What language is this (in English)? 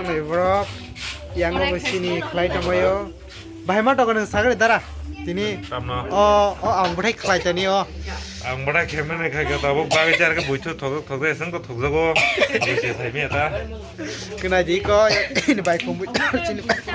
Kok Borok